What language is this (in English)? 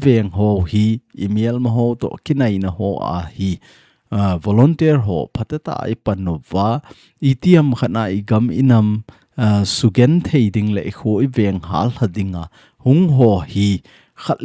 Thado Chin